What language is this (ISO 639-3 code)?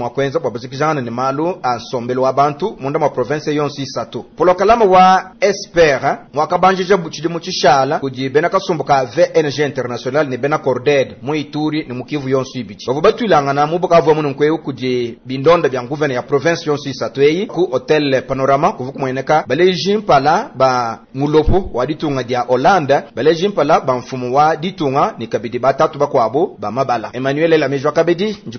lua